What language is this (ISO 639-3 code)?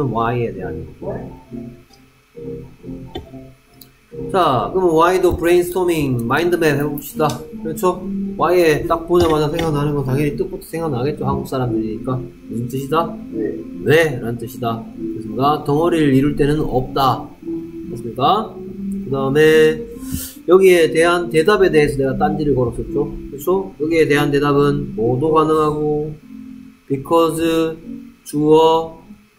kor